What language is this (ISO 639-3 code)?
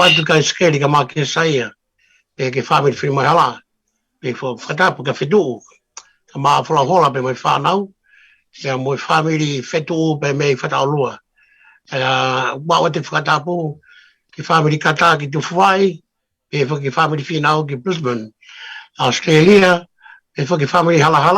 ton